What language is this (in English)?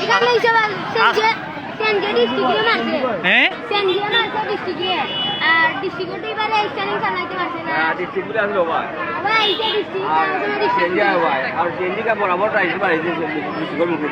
Sylheti